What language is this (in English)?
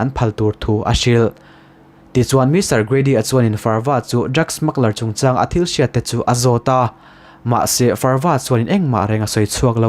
Mizo